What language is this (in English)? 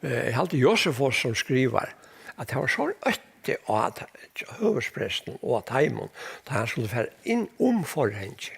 Faroese